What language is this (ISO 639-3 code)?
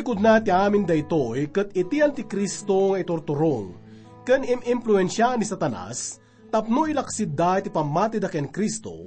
ilo